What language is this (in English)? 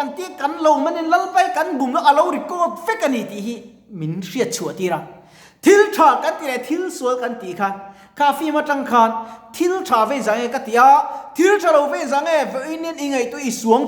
Mizo